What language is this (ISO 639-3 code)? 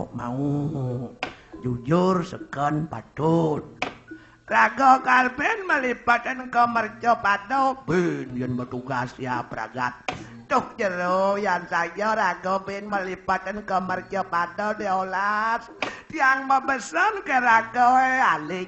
ban